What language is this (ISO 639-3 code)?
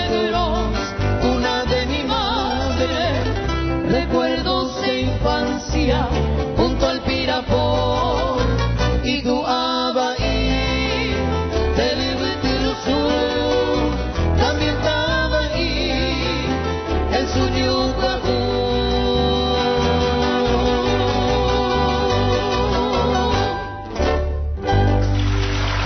spa